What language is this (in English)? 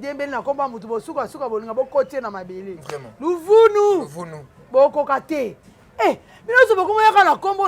Lingala